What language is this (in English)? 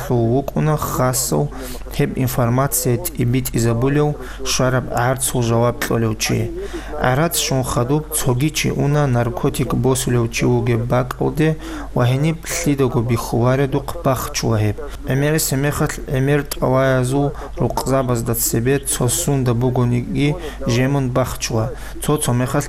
Avaric